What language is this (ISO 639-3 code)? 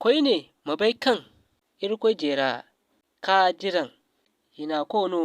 dje